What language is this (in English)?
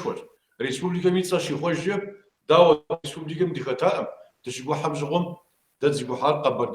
Kabardian